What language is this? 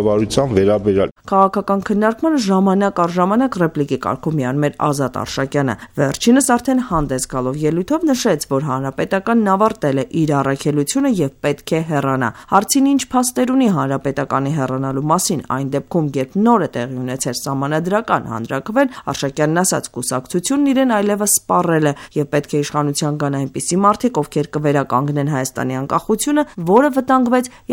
Armenian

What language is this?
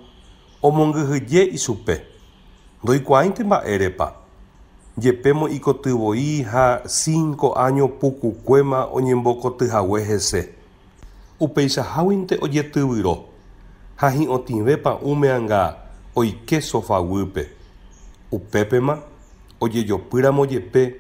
Guarani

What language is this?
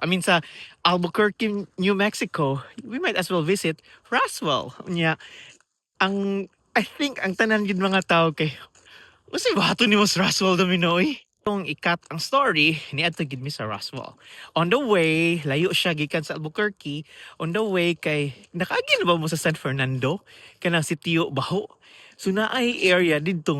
Cebuano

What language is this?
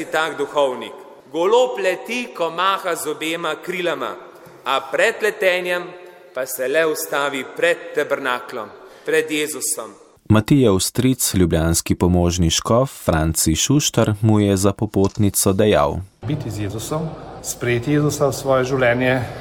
Slovenian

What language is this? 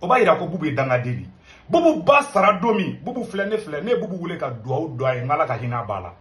Bambara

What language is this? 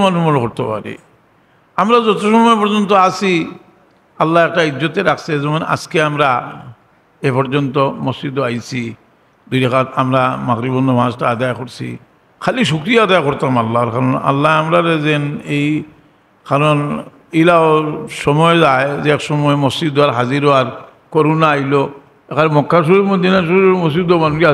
Sylheti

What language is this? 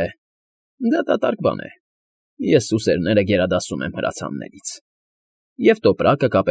Armenian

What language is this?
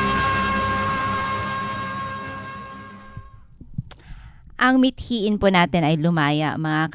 Filipino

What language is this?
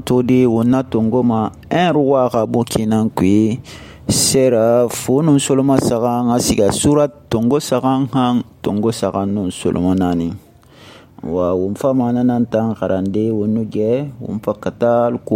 Susu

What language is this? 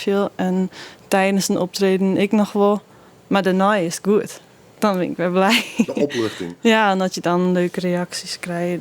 Western Frisian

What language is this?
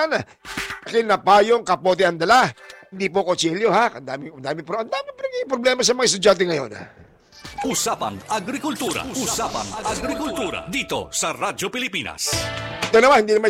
Filipino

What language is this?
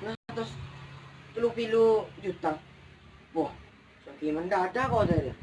Madurese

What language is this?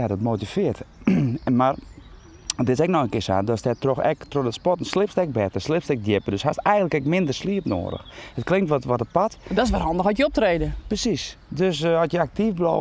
Western Frisian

